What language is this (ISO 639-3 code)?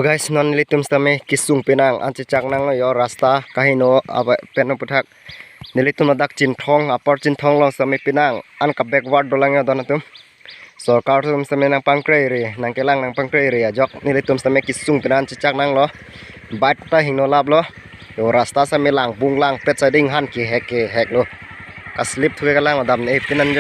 mjw